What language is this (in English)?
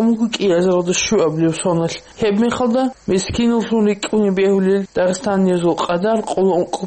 Avaric